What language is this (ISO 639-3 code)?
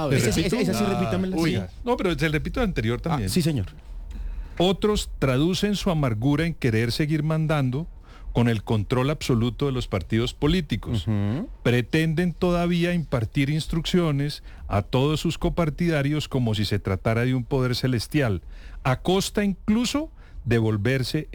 spa